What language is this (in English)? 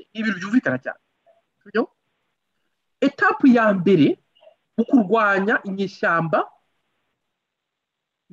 Kinyarwanda